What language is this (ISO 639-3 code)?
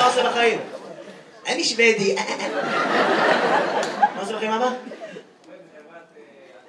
heb